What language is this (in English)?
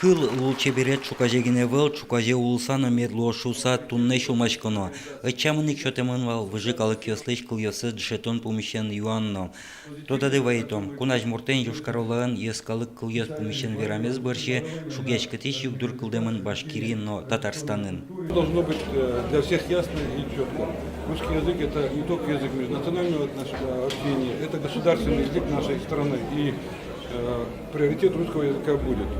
Udmurt